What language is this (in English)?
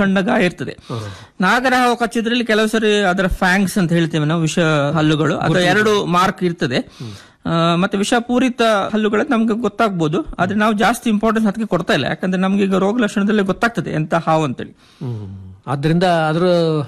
Kannada